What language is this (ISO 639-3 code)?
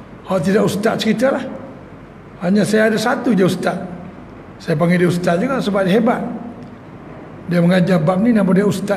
msa